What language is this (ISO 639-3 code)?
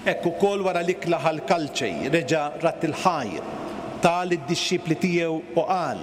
mlt